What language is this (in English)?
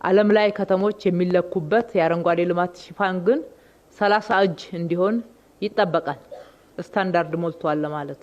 Amharic